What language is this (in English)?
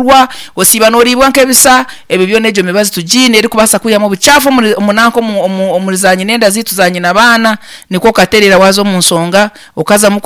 Nyankole